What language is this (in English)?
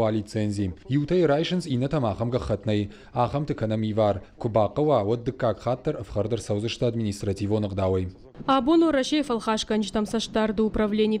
Ossetic